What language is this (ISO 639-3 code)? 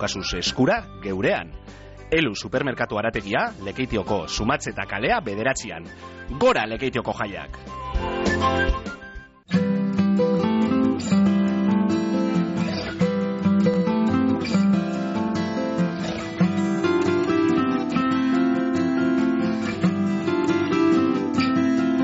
eus